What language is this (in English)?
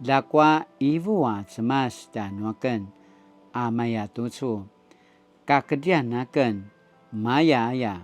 Paiwan